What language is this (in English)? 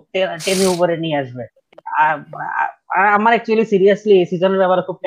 Bangla